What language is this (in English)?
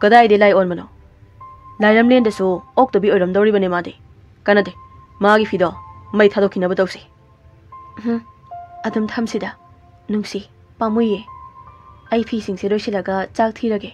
Manipuri